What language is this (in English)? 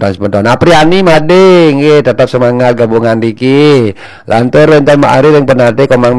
Balinese